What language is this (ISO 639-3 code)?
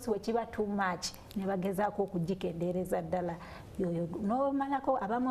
lug